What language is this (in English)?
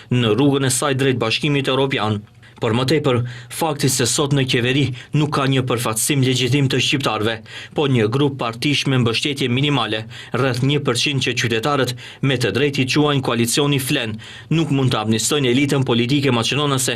Albanian